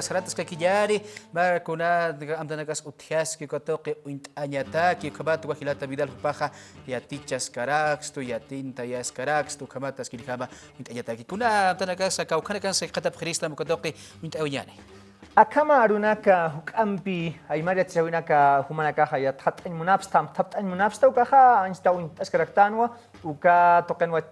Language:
Aymara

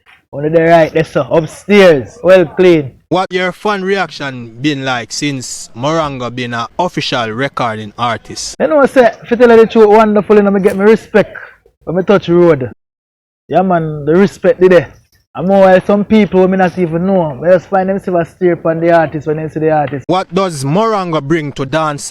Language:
Jamaican Creole English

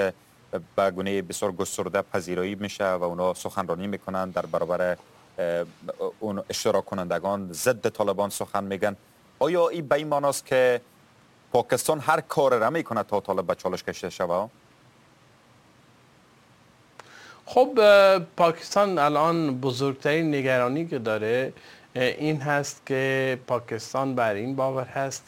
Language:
Persian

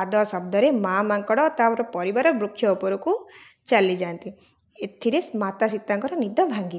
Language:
Odia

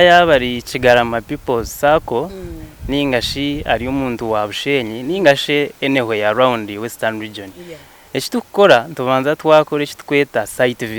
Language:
Nyankole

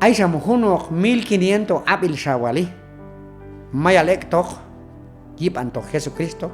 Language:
Q'anjob'al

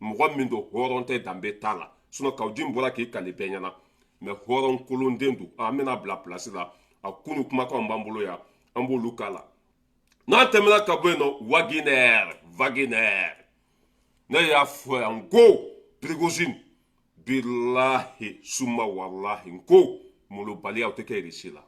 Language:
Bambara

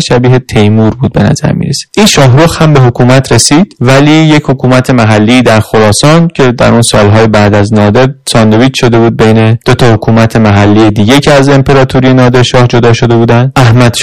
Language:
Persian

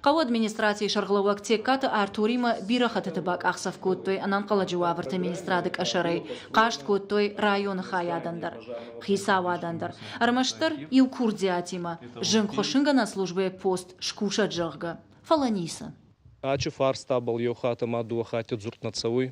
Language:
Ossetic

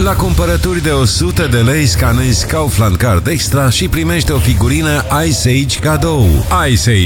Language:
Romanian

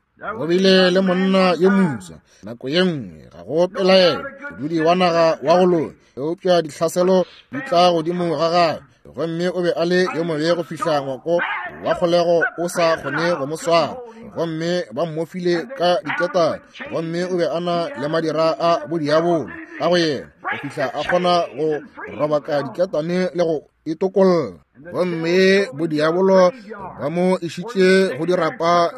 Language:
Northern Sotho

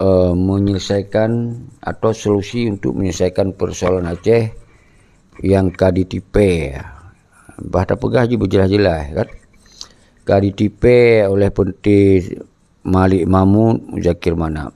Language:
Achinese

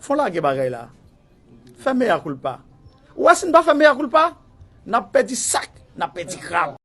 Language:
Haitian Creole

